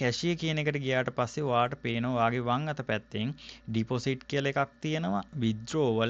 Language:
Sinhala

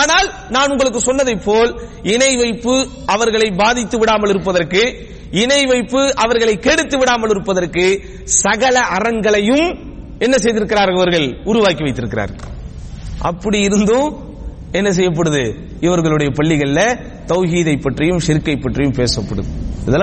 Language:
Tamil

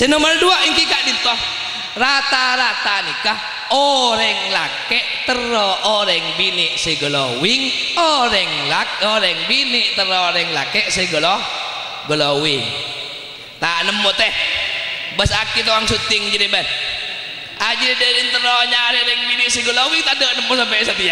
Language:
Madurese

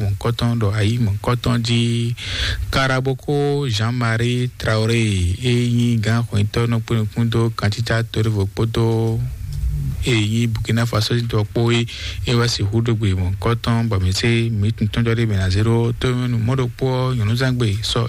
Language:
Fon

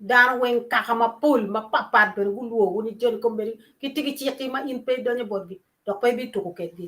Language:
Acoli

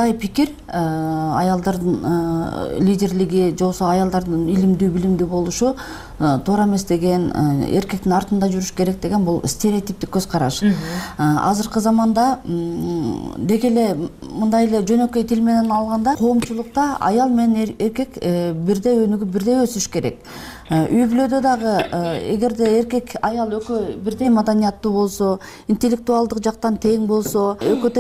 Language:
Kyrgyz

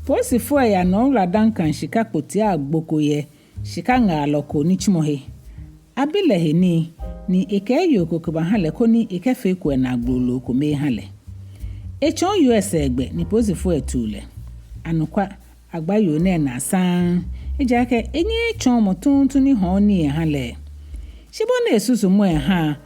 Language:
Ga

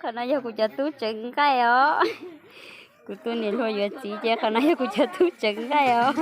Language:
Hmong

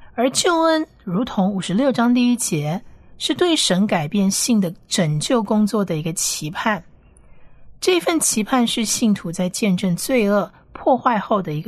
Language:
Chinese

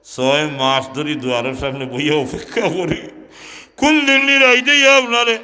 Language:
Sylheti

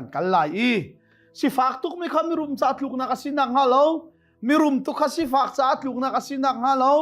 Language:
Hakha Chin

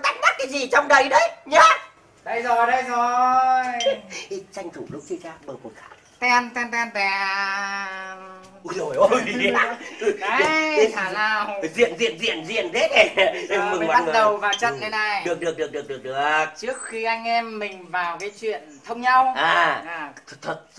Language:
Vietnamese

